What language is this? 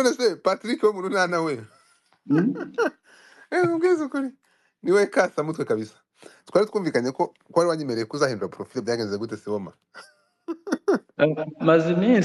Kinyarwanda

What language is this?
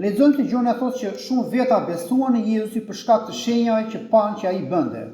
Albanian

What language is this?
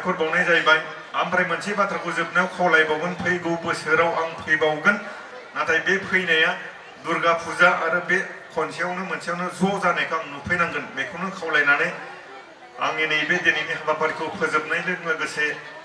Bodo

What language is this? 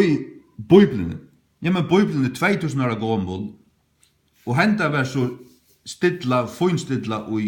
Faroese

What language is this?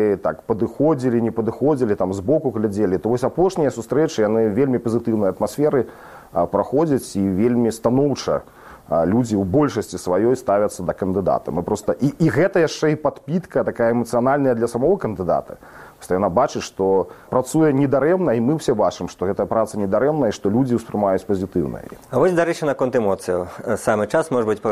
Belarusian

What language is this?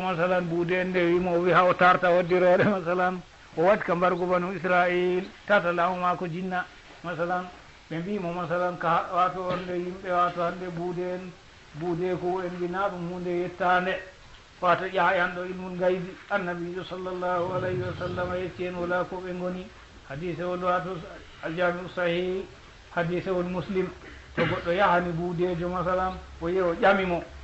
Fula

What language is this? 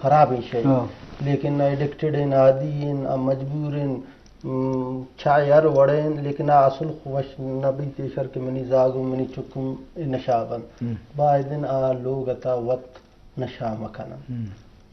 Eastern Balochi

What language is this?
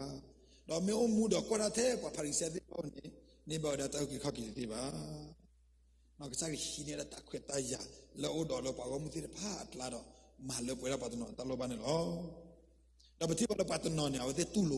S'gaw Karen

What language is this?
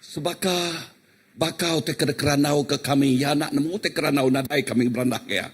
Iban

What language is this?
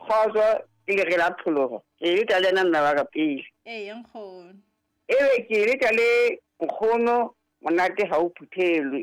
Southern Sotho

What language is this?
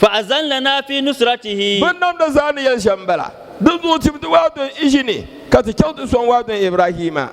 Dagbani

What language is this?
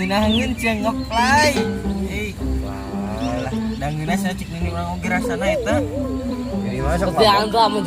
Sundanese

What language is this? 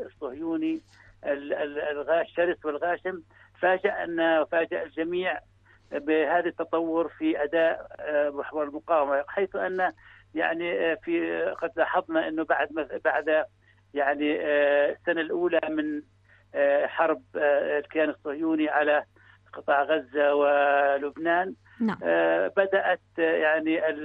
Arabic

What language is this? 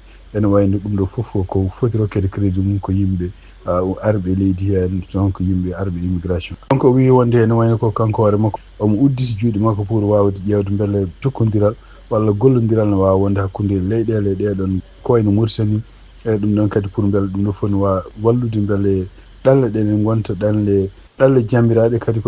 Fula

